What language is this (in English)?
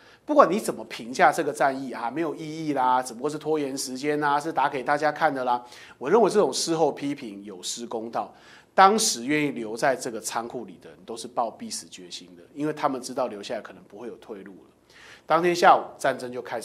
Chinese